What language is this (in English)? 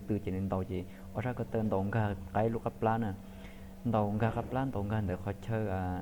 Hmong